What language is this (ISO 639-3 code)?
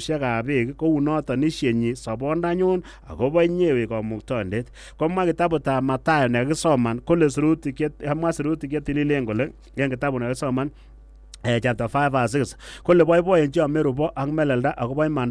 kln